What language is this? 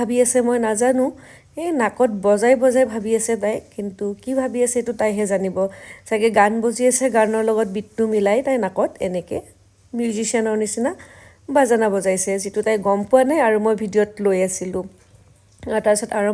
Assamese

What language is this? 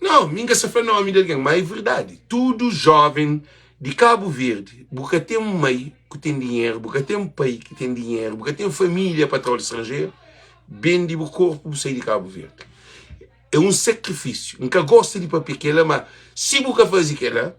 Kabuverdianu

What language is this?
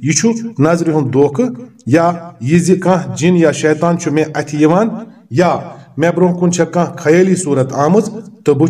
Kashmiri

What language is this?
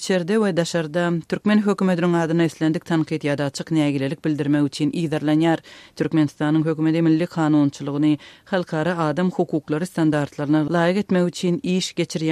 Turkmen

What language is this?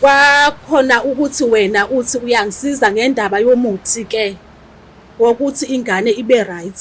Zulu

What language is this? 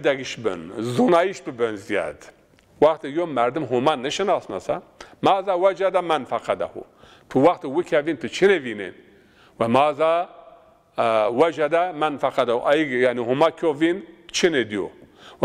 Zaza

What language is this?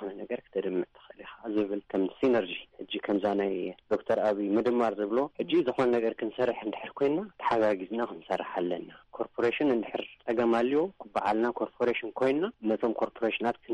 Tigrinya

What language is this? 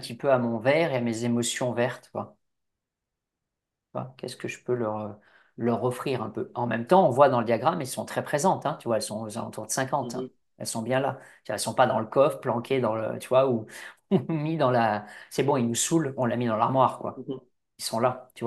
French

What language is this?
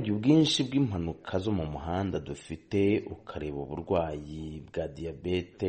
Kinyarwanda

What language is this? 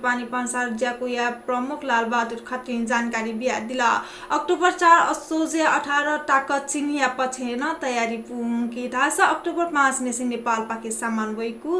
Newari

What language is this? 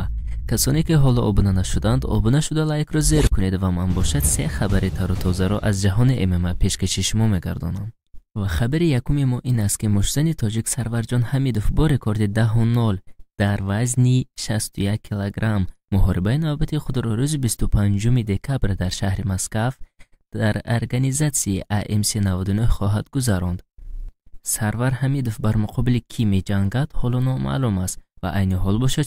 Tajik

